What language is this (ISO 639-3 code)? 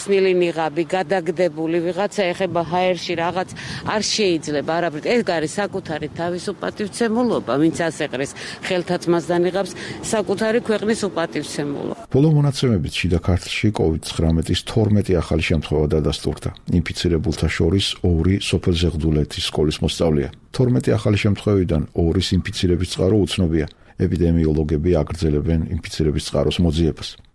kat